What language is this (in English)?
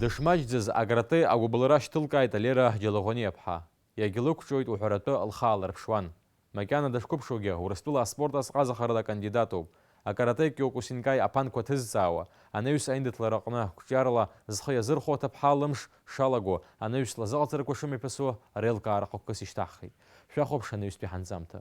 Abkhazian